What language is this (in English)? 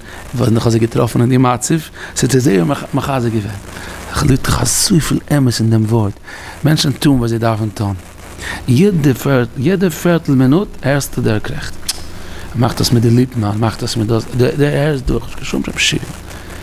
Yiddish